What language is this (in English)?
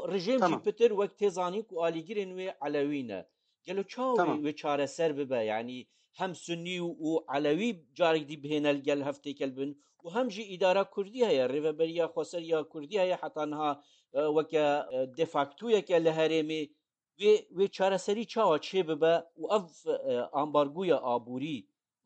Kurdish